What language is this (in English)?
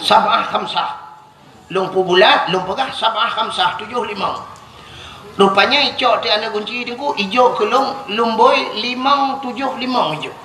Achinese